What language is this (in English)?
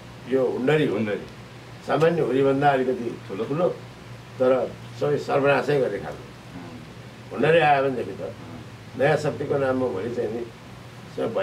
Nepali